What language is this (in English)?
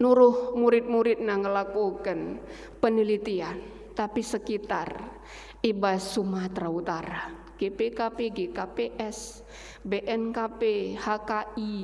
Batak Karo